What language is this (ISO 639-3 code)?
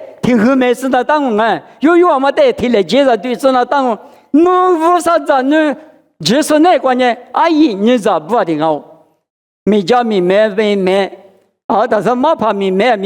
lis